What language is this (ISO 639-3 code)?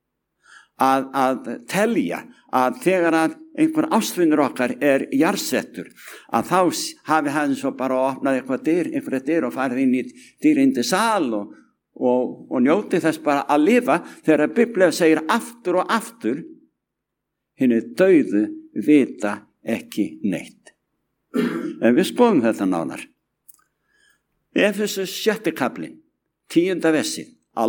isl